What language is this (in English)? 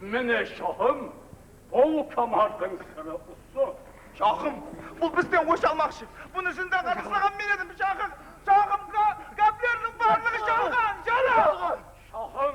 Kara-Kalpak